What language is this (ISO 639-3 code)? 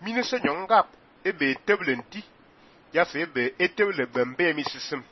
fan